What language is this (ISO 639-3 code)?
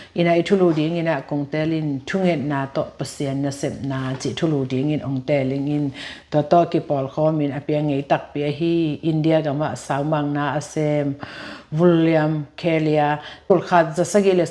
ctd